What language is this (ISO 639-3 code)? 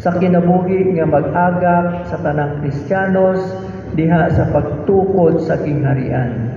ceb